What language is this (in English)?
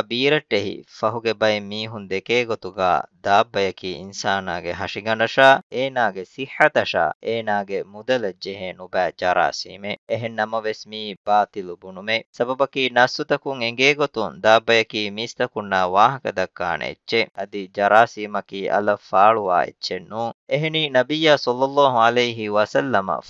Divehi